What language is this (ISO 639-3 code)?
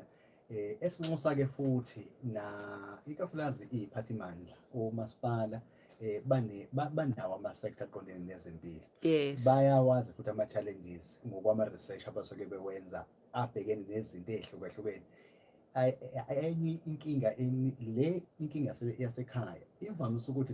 zul